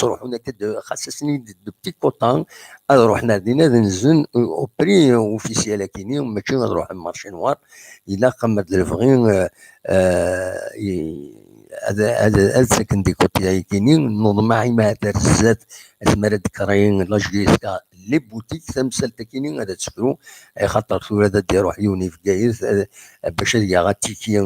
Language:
Kabyle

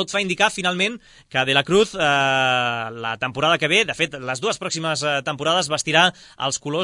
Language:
Catalan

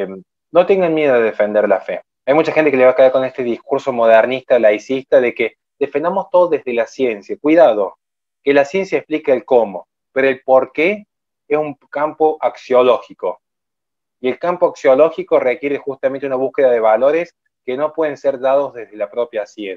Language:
Spanish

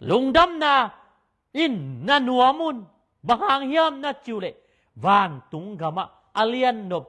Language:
Tedim Chin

